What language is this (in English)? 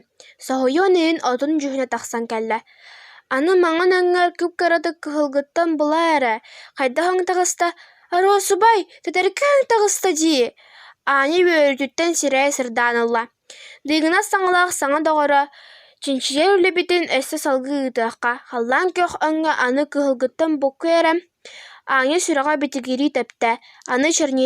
Yakut